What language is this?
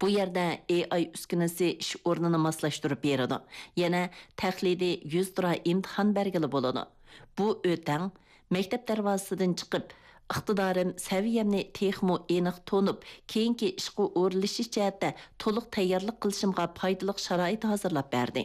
Uyghur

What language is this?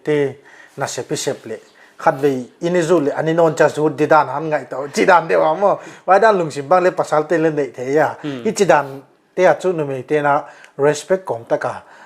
Paite Chin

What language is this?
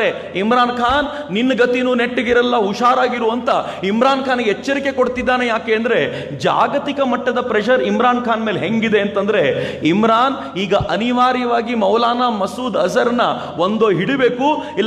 Kannada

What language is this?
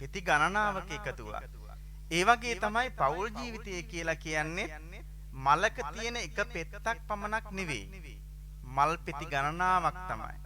Sinhala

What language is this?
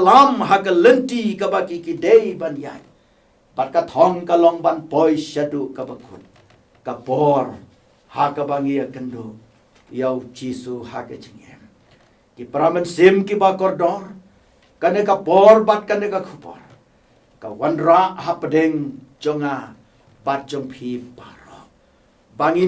Khasi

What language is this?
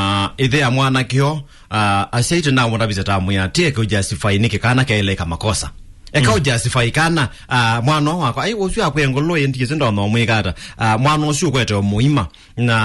Kamba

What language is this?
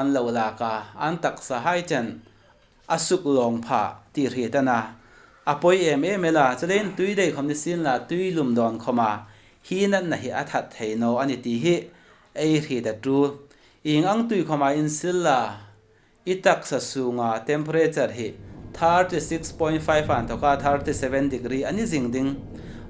Hmar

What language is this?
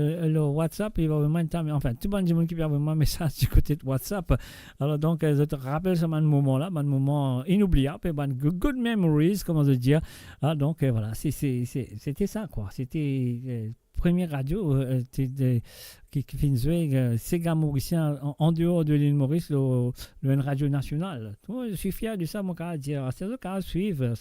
Morisyen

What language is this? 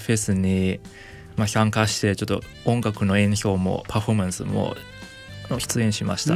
Japanese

